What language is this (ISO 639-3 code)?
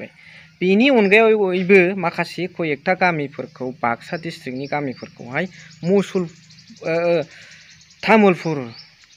brx